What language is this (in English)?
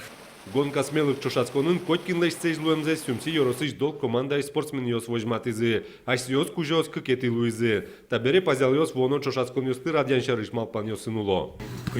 Udmurt